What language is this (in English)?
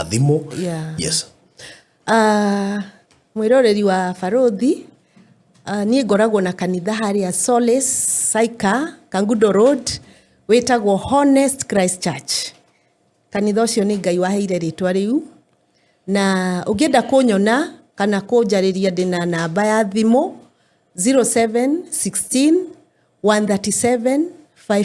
Kikuyu